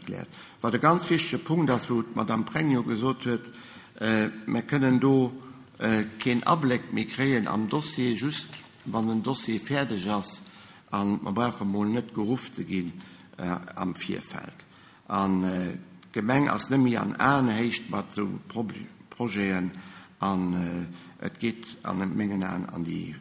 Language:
Luxembourgish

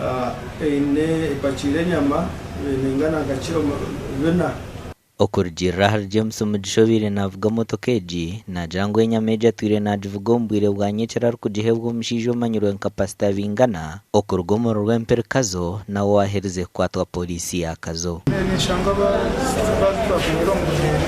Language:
Nyankole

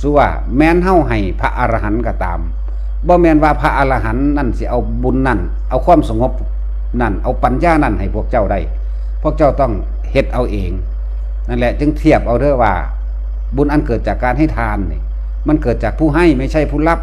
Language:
Northeastern Thai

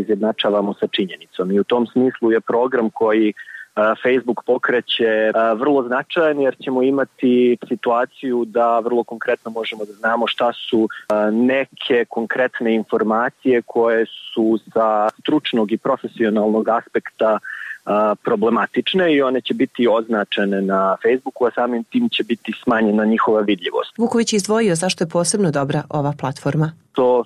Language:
Serbian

